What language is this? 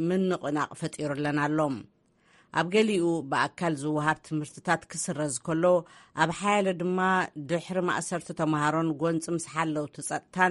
Tigrinya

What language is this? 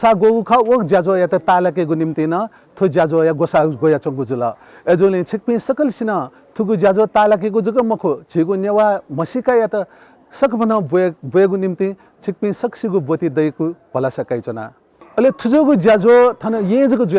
Newari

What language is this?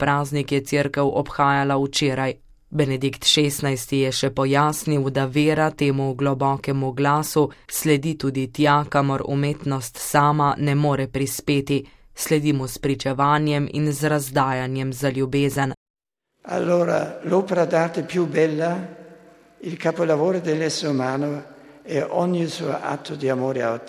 Slovenian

